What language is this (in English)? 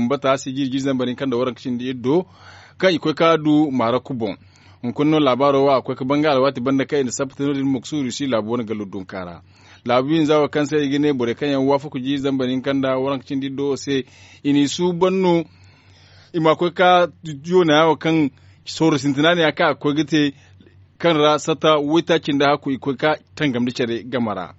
Zarma